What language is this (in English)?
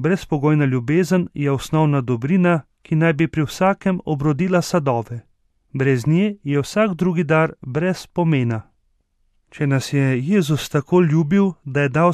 Slovenian